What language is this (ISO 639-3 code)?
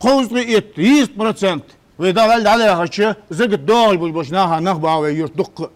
inh